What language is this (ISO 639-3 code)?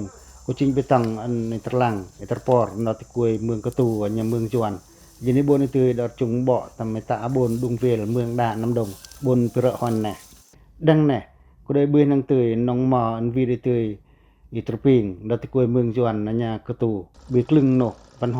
pac